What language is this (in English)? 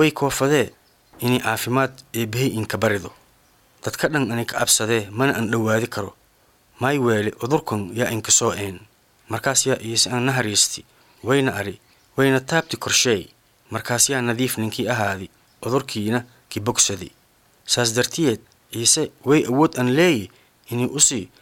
Somali